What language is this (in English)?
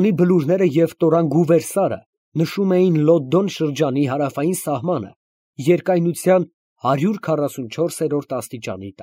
Armenian